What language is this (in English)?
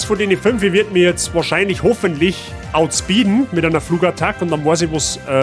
Bavarian